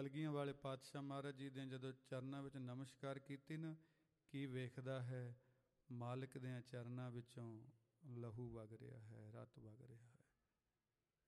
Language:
Punjabi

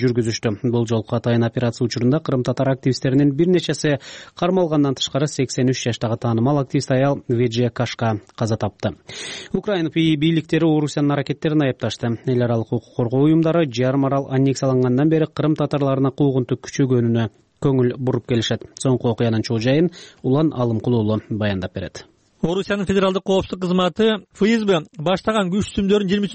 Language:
Kyrgyz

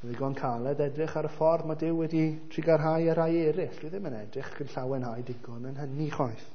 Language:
Welsh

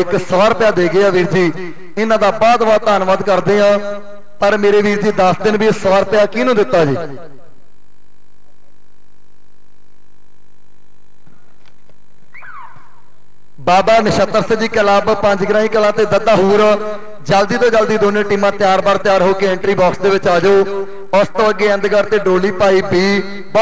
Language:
Punjabi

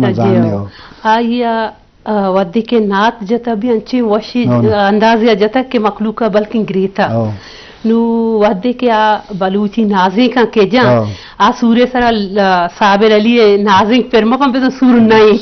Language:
Eastern Balochi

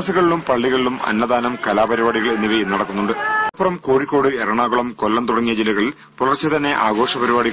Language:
Malayalam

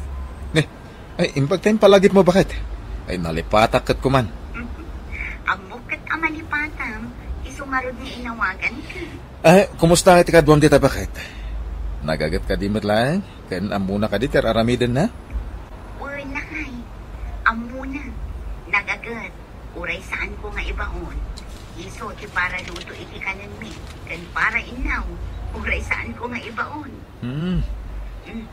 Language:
Iloko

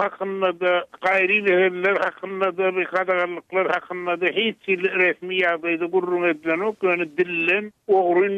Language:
Turkmen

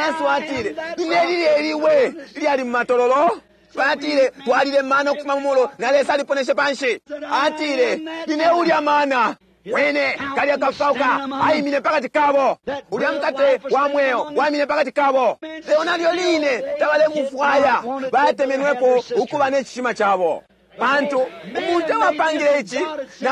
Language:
Bemba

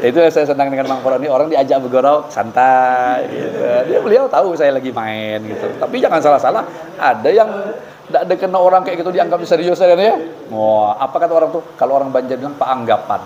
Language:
Banjar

